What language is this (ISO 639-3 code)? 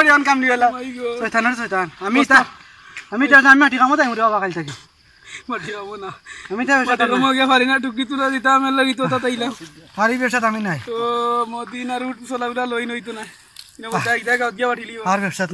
syl